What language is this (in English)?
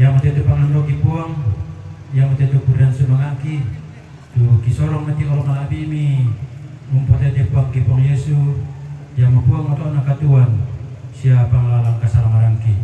Toraja-Sa'dan